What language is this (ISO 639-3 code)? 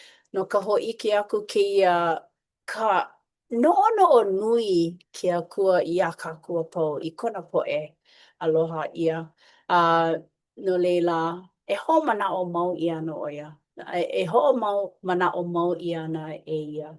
haw